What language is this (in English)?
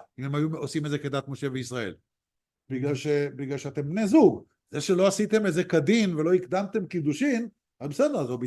Hebrew